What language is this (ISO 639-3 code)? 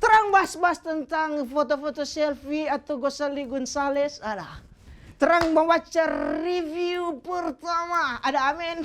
xmm